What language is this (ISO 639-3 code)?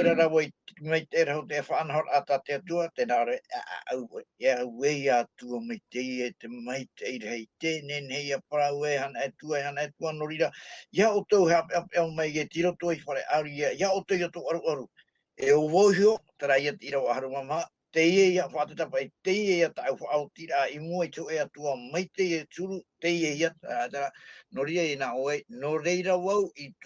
tah